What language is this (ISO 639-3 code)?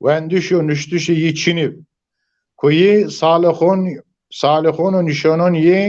zza